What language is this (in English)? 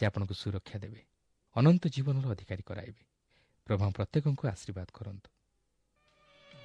Odia